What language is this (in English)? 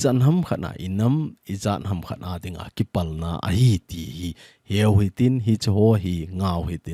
Thado Chin